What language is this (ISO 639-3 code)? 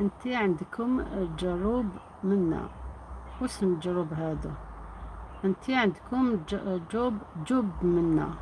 arq